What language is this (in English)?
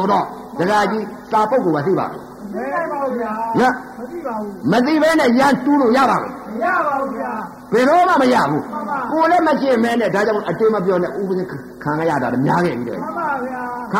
Burmese